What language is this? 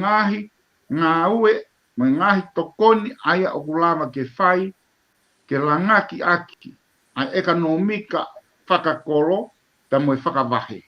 Tongan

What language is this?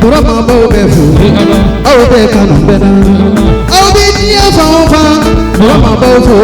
Bambara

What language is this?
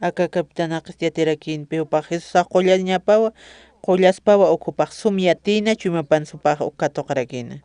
Aymara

